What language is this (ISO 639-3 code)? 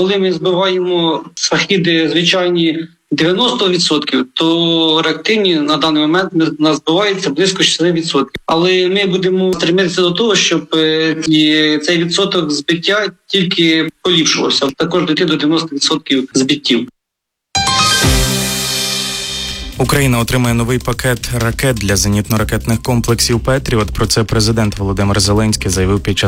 ukr